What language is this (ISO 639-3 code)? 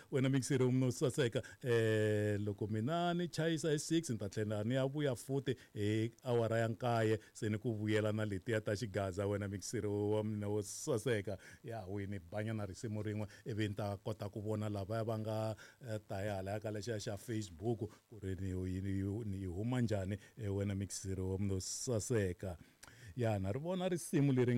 tso